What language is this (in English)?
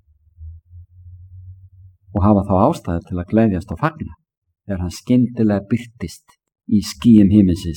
Icelandic